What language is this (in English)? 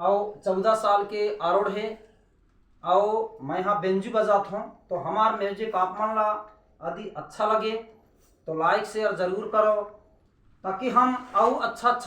Chhattisgarhi